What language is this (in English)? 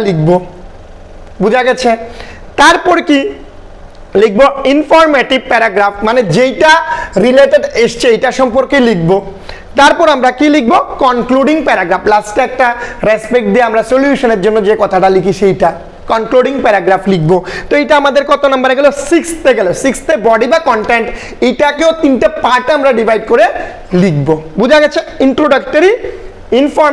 Bangla